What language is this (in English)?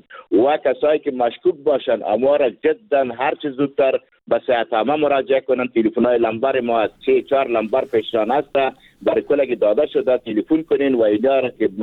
Persian